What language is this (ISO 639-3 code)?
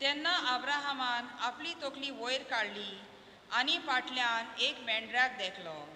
kok